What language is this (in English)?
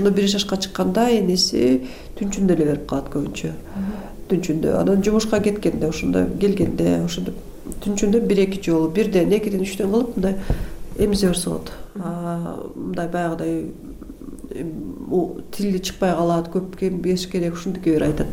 Kyrgyz